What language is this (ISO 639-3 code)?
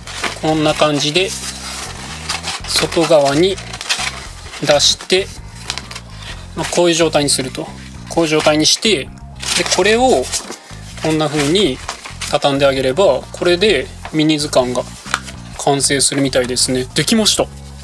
jpn